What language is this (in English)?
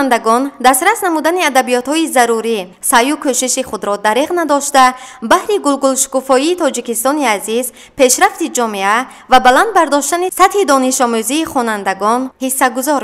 Tajik